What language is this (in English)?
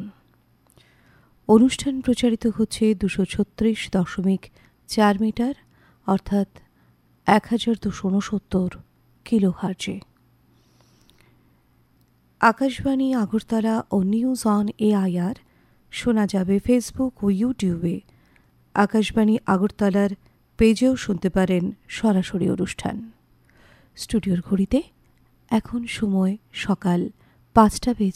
Bangla